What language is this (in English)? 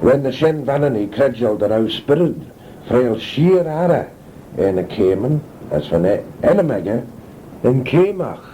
Manx